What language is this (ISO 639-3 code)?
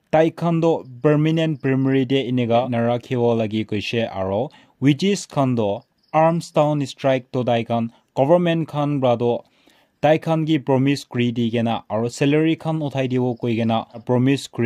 nag